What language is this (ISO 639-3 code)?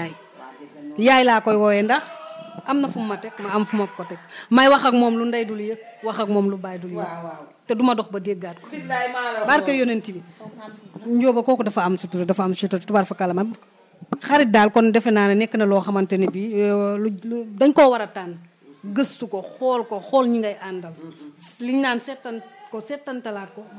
wol